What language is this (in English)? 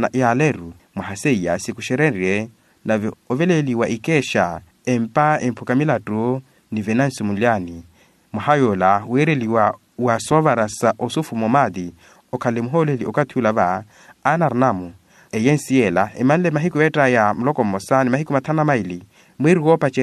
Makhuwa